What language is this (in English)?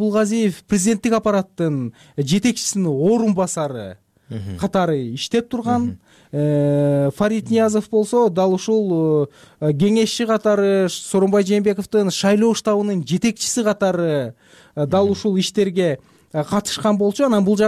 Kyrgyz